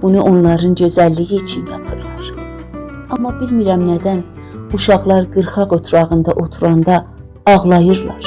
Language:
South Azerbaijani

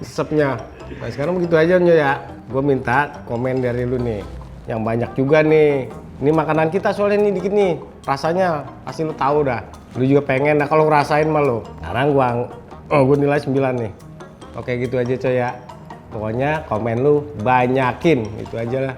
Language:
Betawi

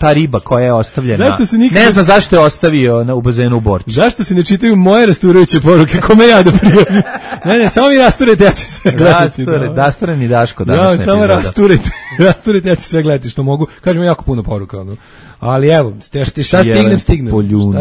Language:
Serbian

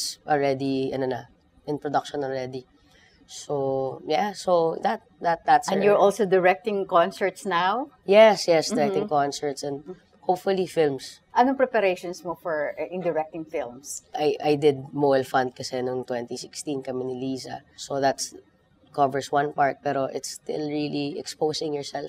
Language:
Filipino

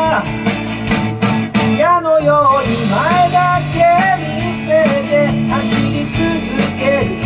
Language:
Japanese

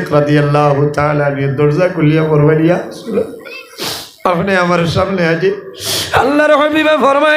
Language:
Sylheti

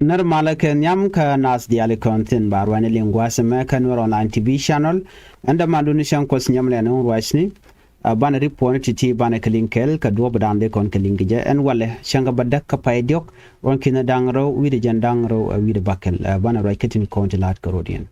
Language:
Nuer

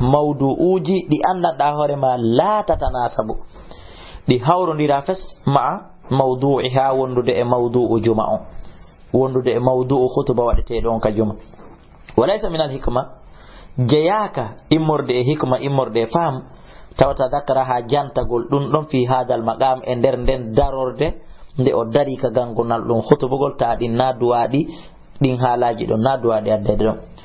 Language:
Fula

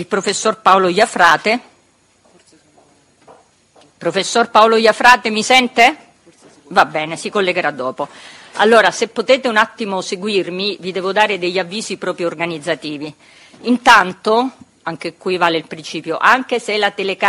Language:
Italian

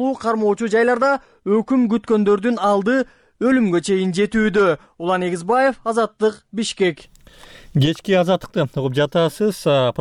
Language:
Kyrgyz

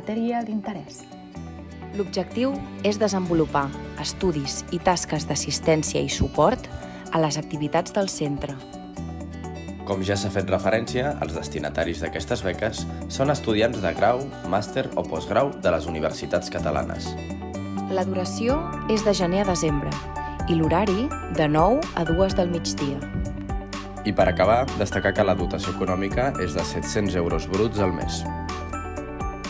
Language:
Catalan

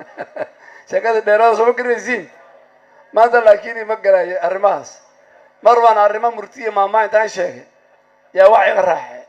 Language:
Somali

